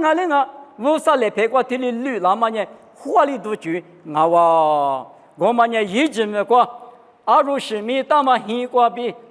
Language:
Lisu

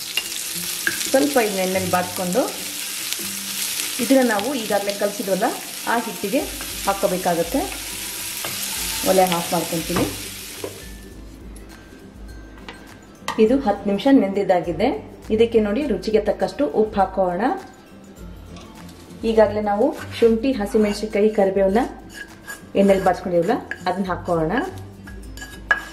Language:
Kannada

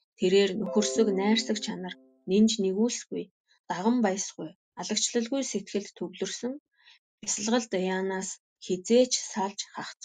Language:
Mongolian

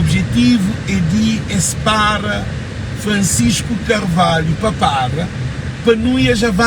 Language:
Kabuverdianu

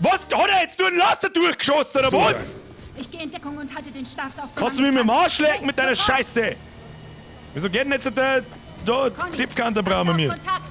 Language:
Bavarian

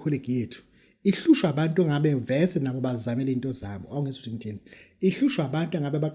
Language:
Zulu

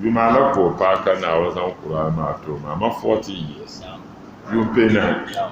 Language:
Dagbani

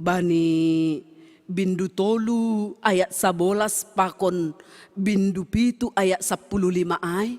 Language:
Batak Simalungun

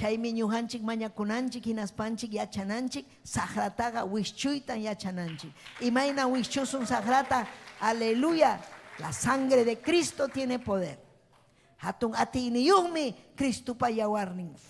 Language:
Ayacucho Quechua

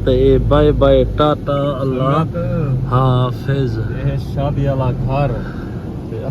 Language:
Saraiki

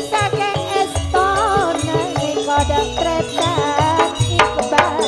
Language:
Madurese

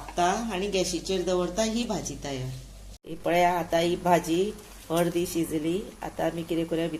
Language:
Konkani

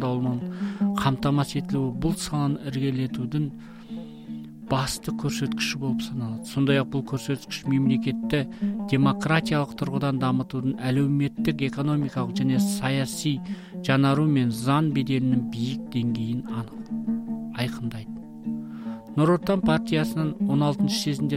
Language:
Kazakh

